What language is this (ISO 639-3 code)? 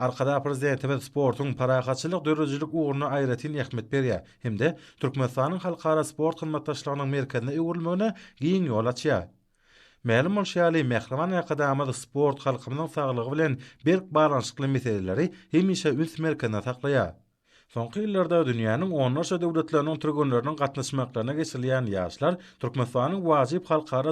tuk